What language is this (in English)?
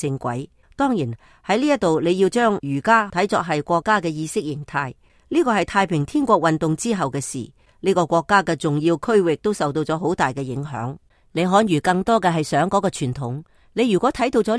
Cantonese